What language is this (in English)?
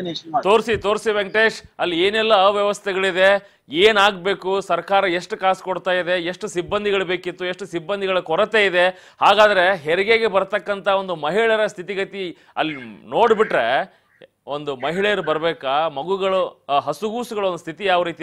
Kannada